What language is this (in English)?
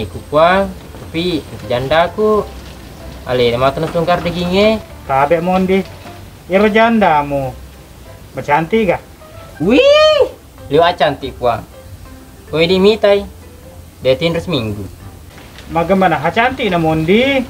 Buginese